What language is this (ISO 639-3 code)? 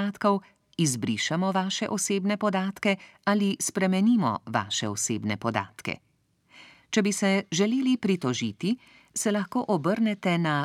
slv